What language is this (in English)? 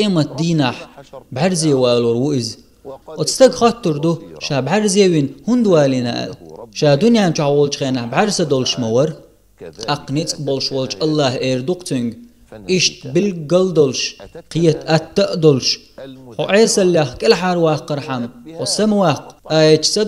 Chechen